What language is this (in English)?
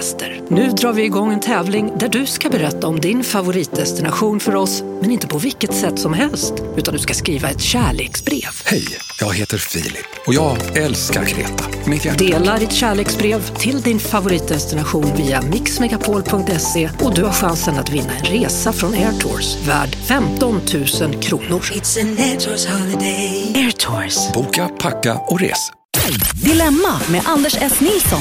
Swedish